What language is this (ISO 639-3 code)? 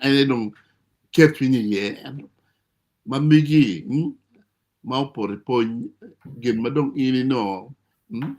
ach